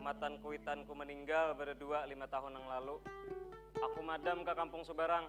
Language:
Banjar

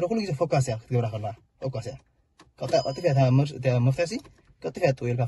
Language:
Tigrinya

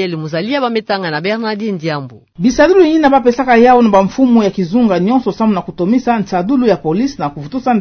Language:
Kituba (Democratic Republic of Congo)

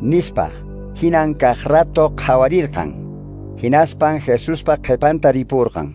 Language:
Quechua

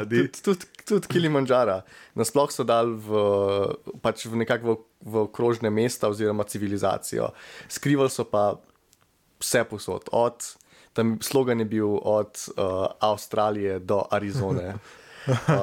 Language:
Slovenian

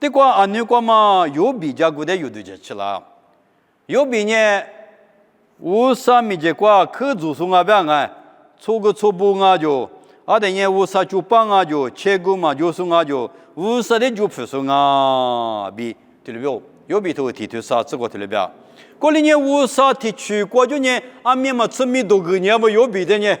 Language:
Lisu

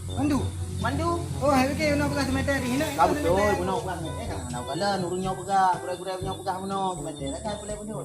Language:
Achinese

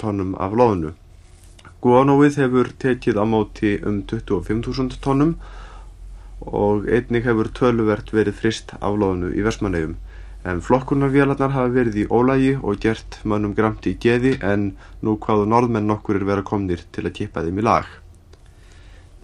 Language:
Icelandic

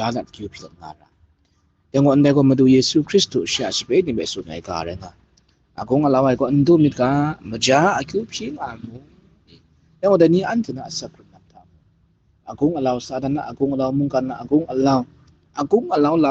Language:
Kachin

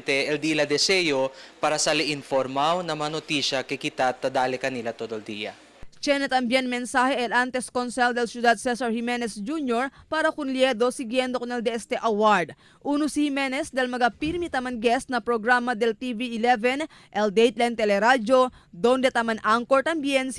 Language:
Chavacano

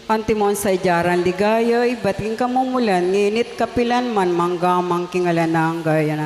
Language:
Pampanga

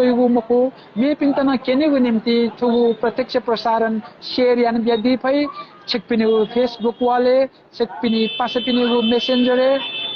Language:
Newari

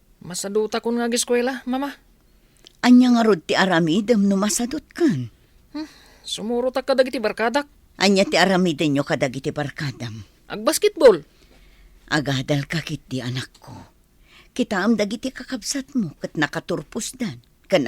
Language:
Iloko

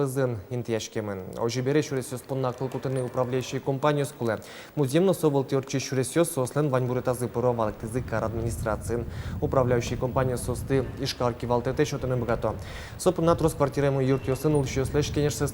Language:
Udmurt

